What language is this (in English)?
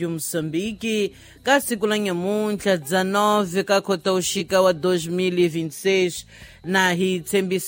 Tsonga